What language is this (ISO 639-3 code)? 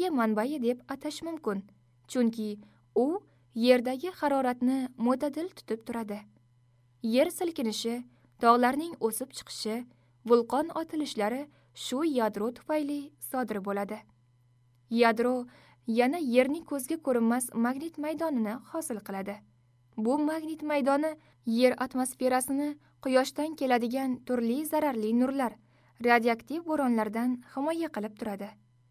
uzb